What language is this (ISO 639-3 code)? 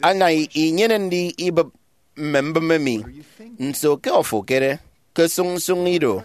efi